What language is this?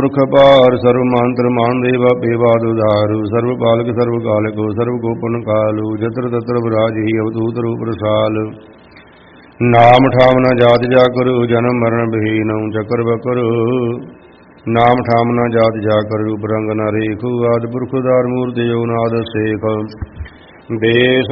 Punjabi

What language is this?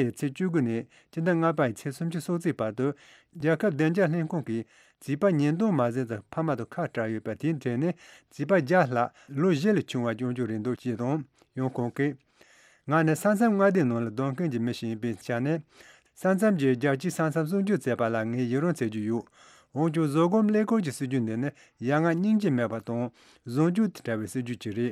Tibetan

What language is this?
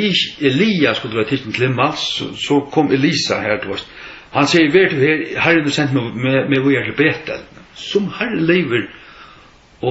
Faroese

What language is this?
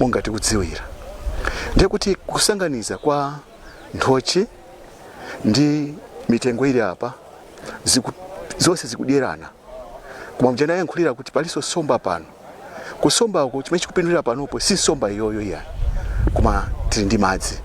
Nyanja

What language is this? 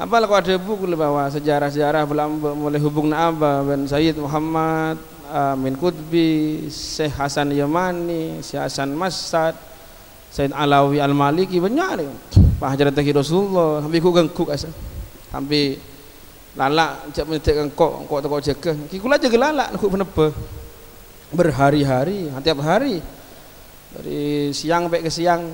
Madurese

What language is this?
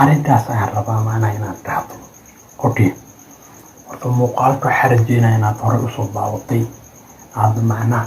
Somali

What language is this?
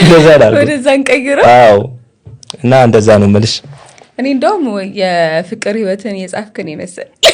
Amharic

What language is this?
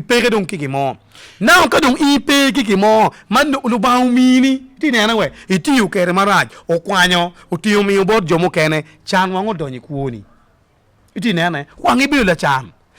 Acoli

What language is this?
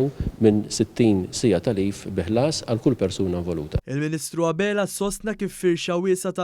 Maltese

